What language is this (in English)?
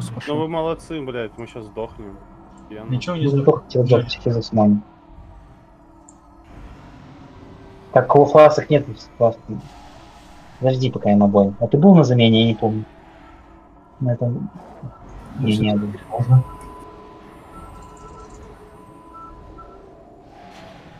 Russian